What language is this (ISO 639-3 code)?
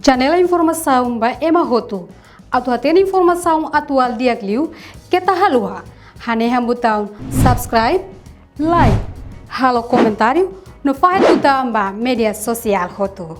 tet